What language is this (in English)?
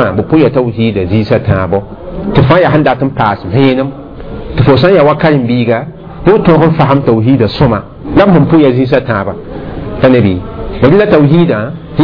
Mossi